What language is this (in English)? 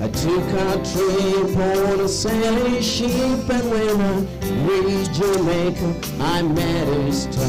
Gusii